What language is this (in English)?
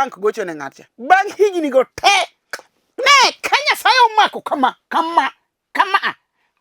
Luo (Kenya and Tanzania)